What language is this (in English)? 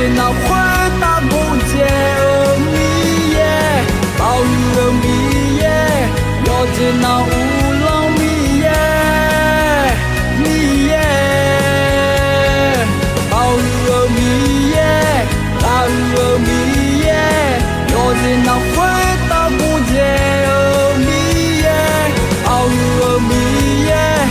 Akha